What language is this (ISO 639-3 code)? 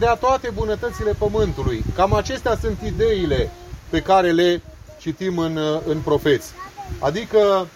ron